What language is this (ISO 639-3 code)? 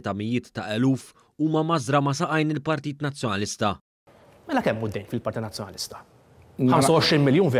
mlt